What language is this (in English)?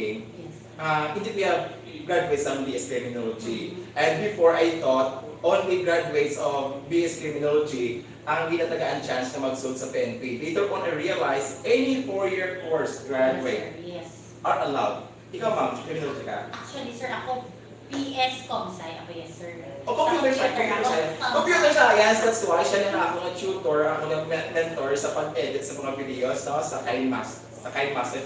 Hiligaynon